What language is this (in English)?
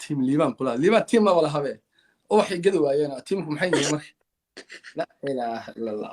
Somali